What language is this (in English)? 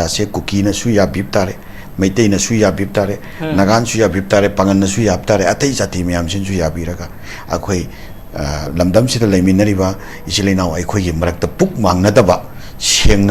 Manipuri